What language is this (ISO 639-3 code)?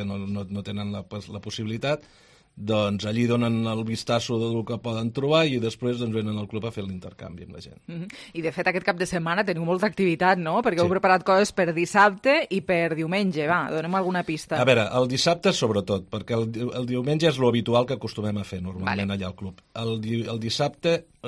cat